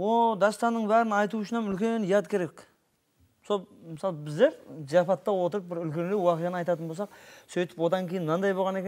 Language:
Kara-Kalpak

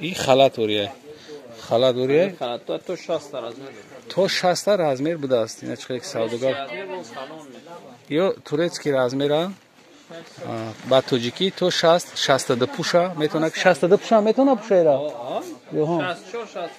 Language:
Tajik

